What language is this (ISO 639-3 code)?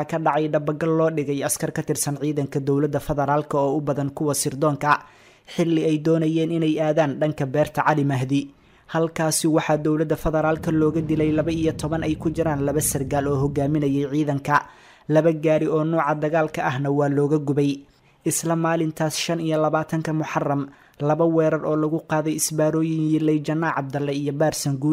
som